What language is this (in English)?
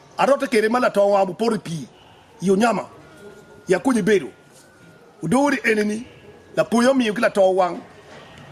Acoli